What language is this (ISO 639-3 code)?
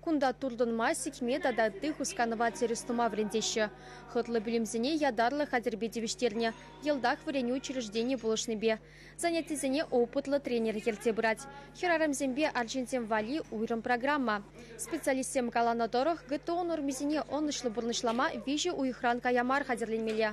chv